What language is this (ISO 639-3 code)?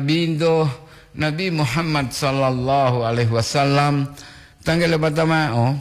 gor